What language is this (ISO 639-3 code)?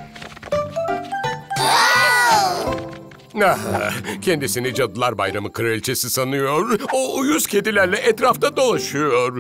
tur